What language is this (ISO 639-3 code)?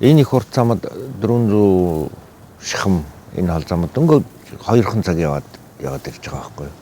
mon